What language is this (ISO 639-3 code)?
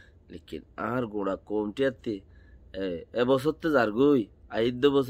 rhg